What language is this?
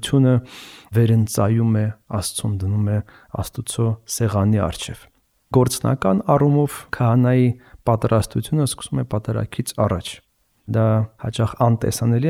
Armenian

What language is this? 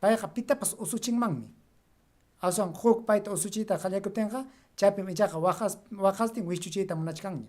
Ayacucho Quechua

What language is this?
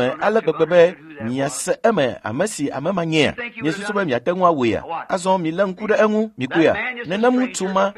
Ewe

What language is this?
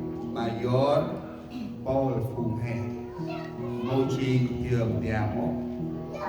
Central Mnong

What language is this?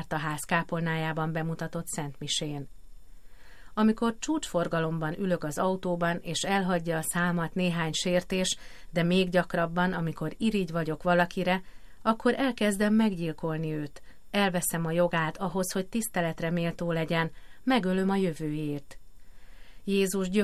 Hungarian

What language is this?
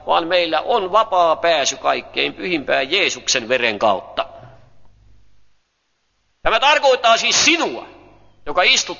Finnish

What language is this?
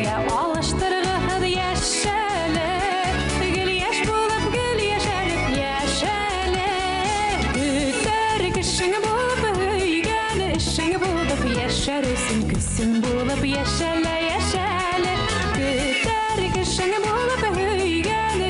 Bashkir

